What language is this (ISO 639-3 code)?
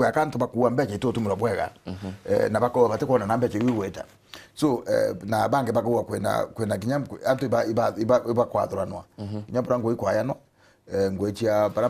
mer